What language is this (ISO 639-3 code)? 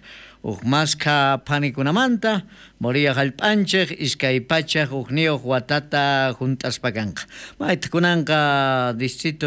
quh